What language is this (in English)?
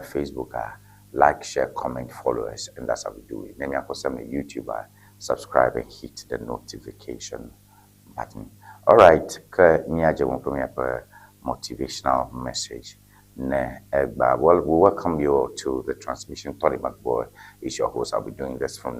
Ewe